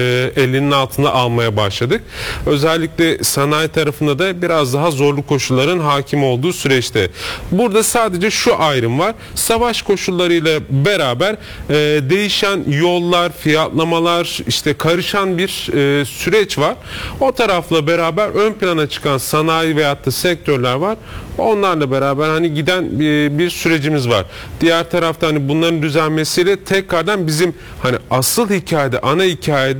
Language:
Turkish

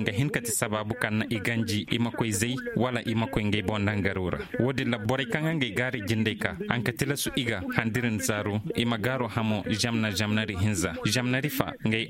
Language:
Zarma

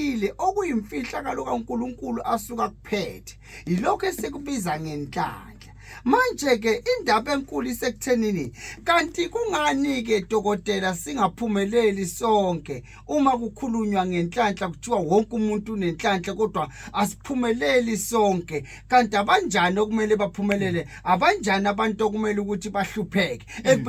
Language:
Zulu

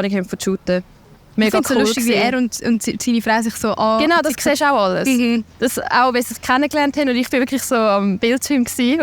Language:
Swiss German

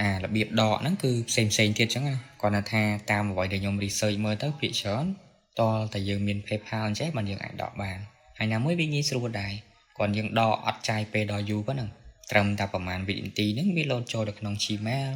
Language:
Khmer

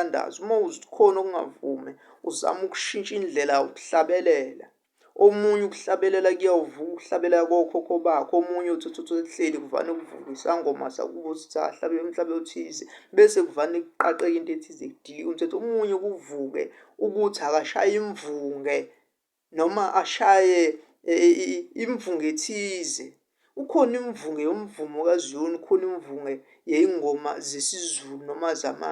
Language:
Zulu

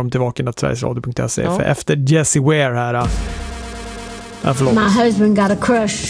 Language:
Swedish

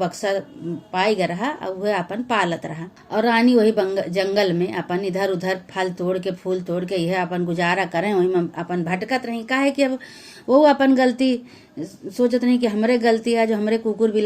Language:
Awadhi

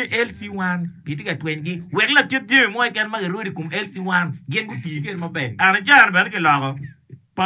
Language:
Acoli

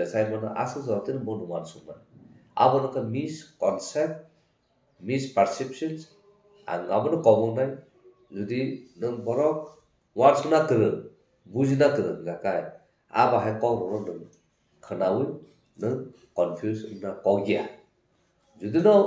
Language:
Kok Borok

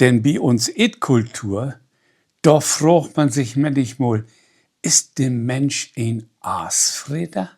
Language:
Low German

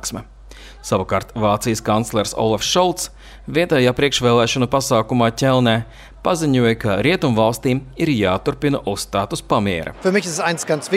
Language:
Latvian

